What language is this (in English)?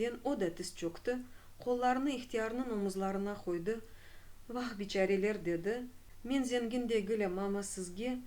Crimean Tatar